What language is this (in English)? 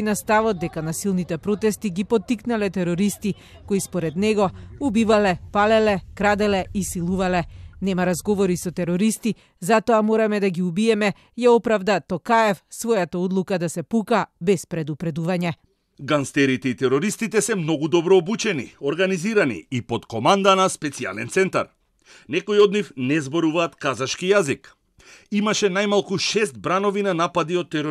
Macedonian